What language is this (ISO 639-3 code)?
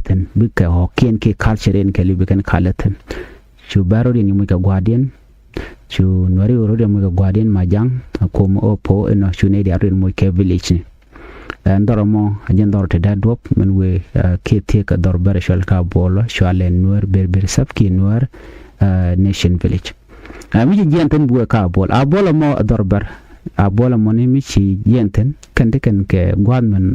nus